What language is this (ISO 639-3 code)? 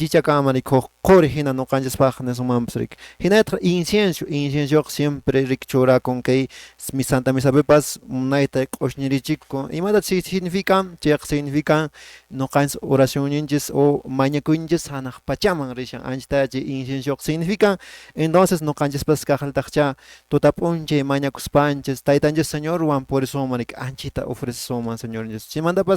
que